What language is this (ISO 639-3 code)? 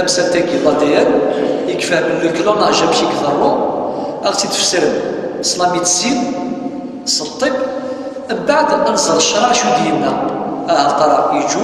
kab